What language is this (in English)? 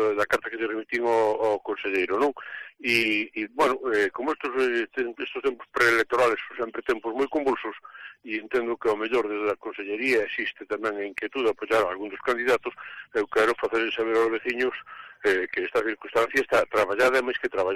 Galician